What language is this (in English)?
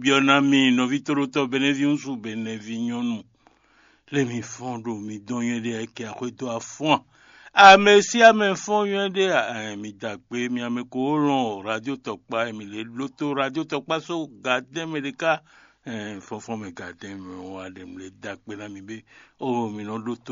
Fon